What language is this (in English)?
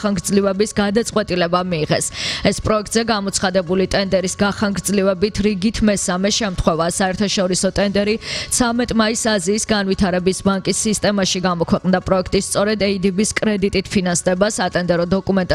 Georgian